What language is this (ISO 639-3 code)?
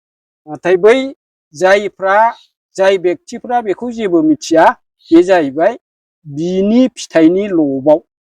brx